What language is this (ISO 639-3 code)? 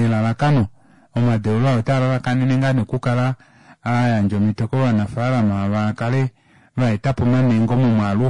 kua